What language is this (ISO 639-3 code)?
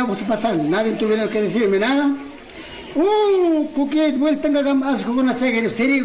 qug